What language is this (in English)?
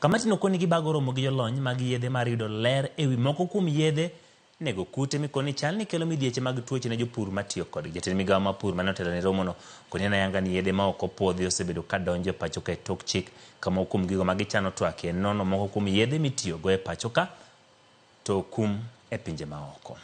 Luo (Kenya and Tanzania)